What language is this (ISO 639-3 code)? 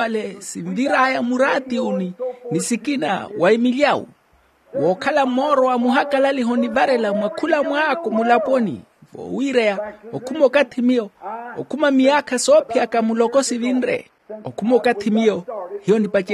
vmw